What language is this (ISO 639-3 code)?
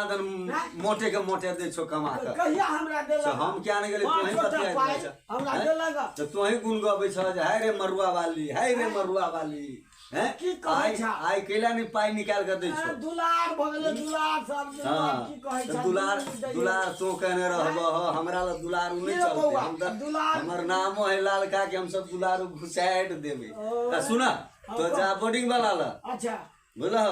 mai